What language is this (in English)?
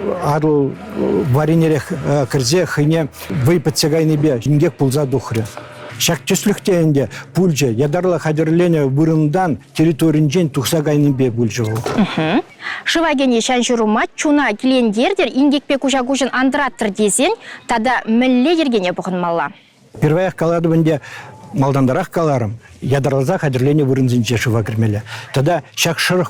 Chuvash